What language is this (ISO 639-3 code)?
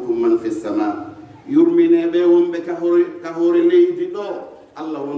fuf